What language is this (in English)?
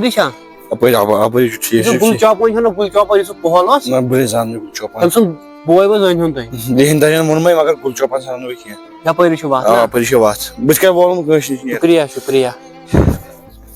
Kashmiri